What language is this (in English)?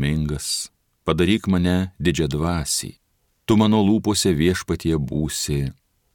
Lithuanian